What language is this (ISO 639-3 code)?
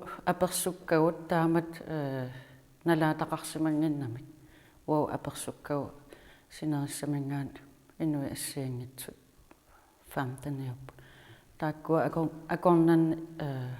kal